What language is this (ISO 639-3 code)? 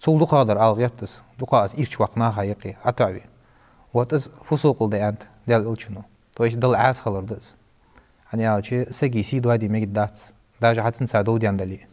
inh